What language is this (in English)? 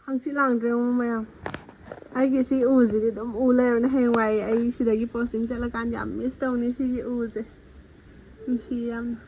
Manipuri